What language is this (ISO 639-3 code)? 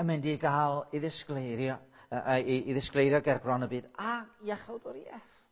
cym